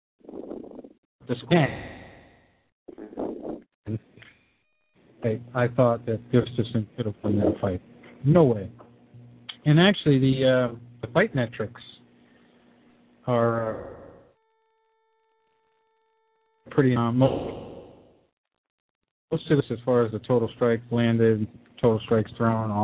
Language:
English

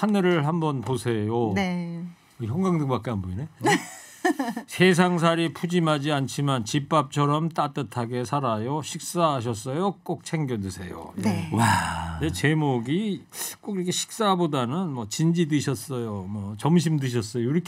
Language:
Korean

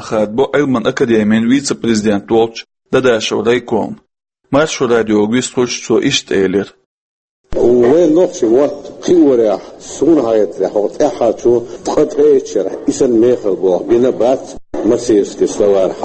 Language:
Chechen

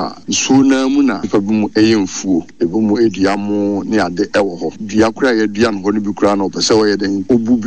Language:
Akan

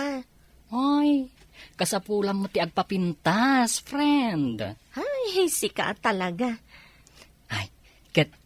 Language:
Iloko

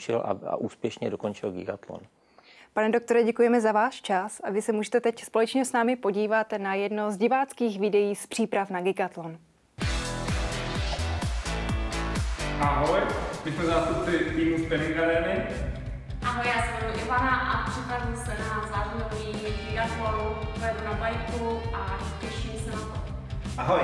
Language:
Czech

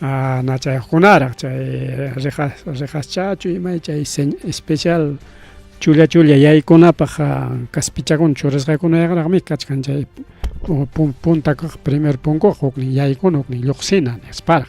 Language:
Ayacucho Quechua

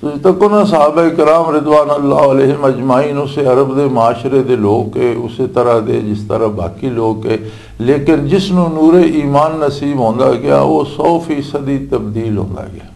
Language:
Western Panjabi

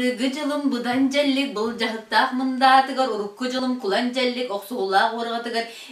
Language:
Yakut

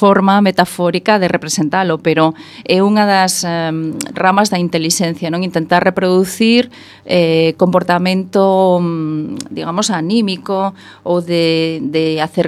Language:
Galician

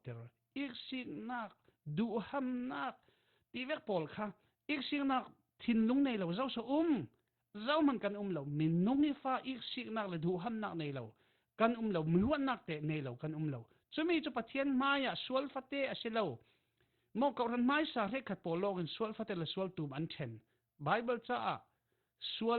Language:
Falam Chin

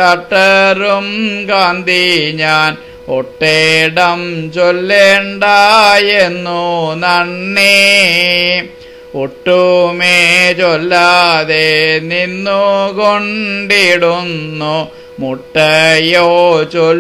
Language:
Malayalam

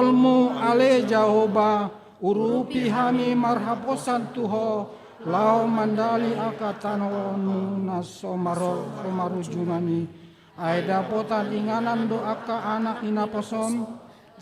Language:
Batak Toba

